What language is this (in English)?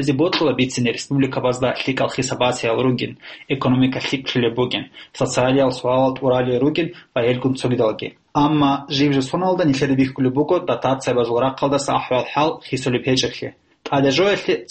Avaric